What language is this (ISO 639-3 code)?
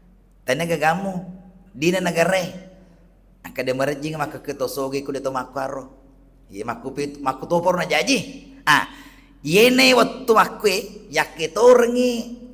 bug